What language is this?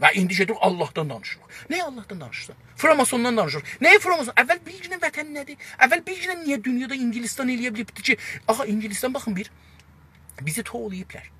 South Azerbaijani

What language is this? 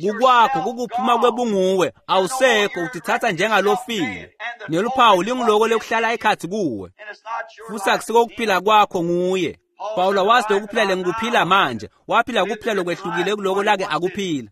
Swati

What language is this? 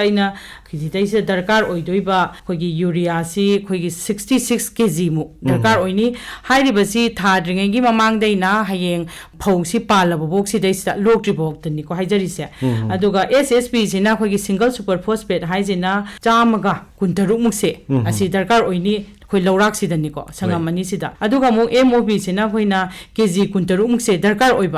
Manipuri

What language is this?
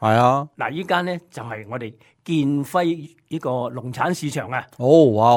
Cantonese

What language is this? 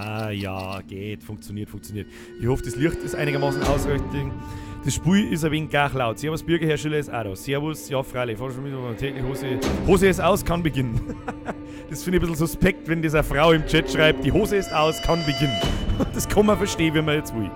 Bavarian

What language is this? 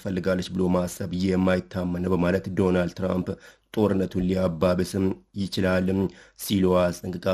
Amharic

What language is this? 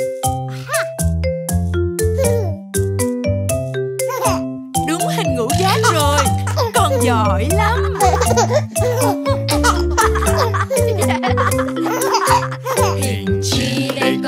Vietnamese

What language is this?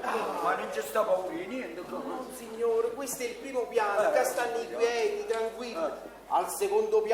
Neapolitan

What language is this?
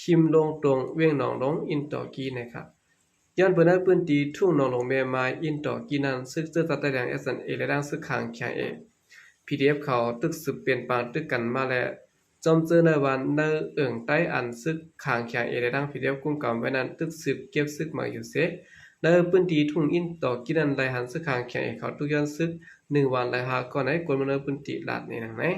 Shan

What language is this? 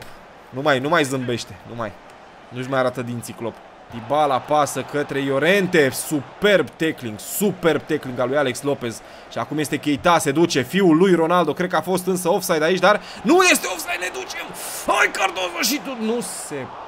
Romanian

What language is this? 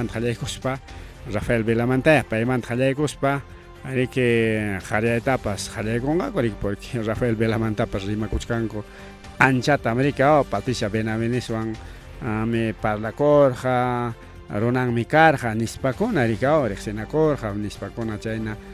Ayacucho Quechua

